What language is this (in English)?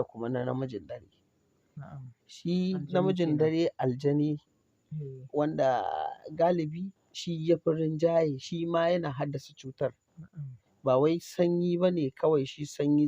Hausa